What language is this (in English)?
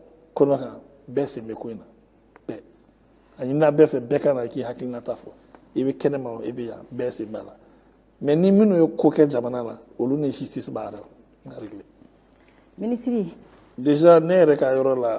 Bambara